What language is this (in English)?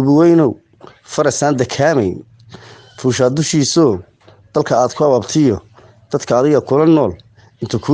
Somali